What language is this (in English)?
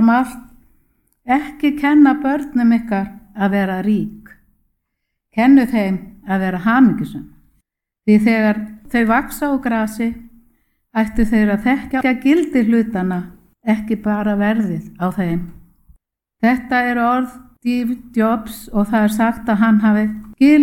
Icelandic